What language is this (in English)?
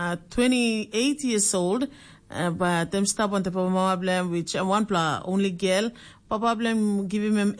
Tok Pisin